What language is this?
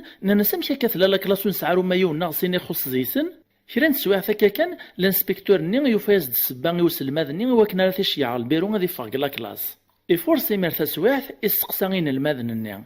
Kabyle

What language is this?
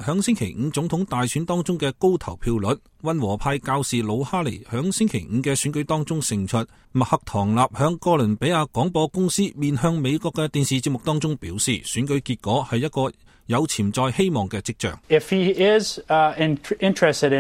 Cantonese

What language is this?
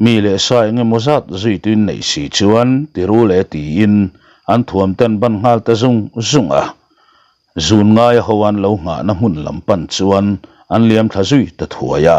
Mizo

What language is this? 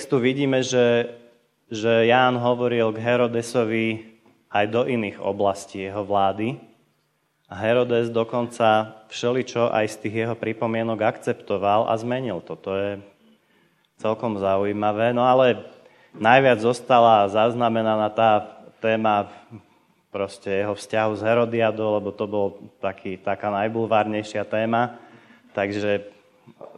Slovak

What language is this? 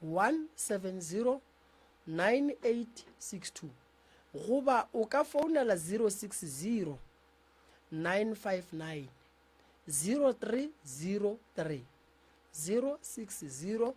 Northern Sotho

